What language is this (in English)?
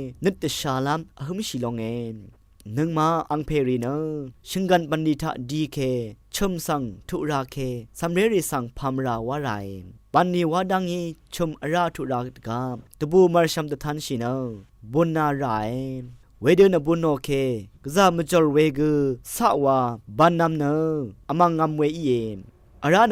Rawang